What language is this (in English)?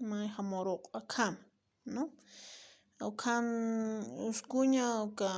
Aymara